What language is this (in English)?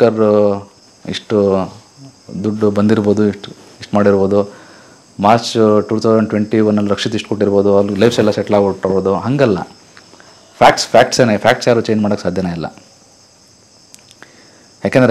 Kannada